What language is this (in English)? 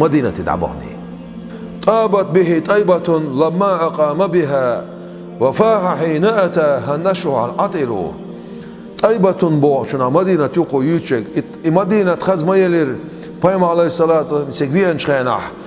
Chechen